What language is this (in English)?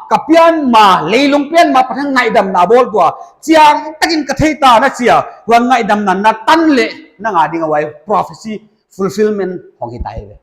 Paite Chin